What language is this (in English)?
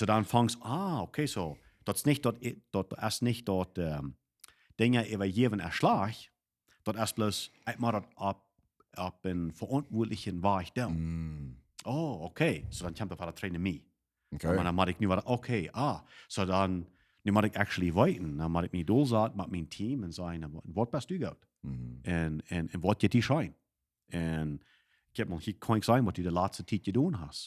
Plautdietsch